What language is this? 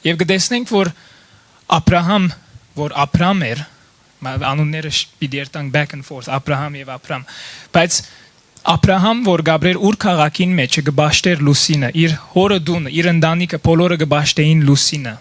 Western Armenian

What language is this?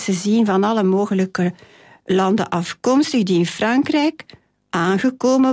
Dutch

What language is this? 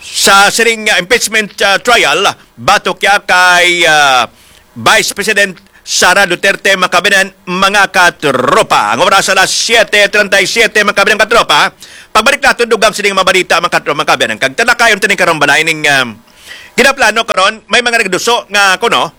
Hiligaynon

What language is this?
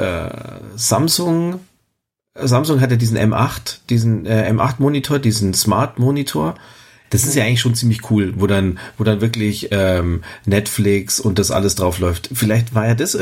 German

